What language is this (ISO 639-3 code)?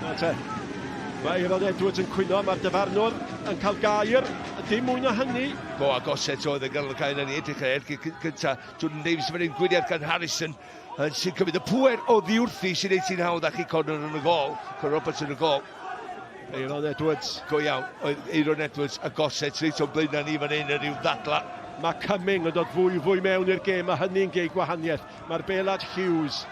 cym